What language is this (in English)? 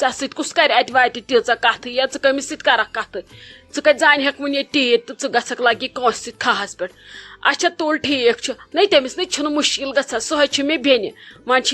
Kashmiri